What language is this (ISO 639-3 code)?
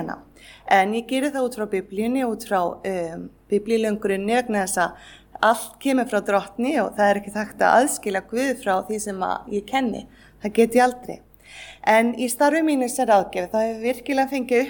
isl